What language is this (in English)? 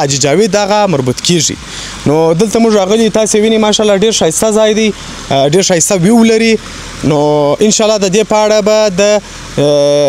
Pashto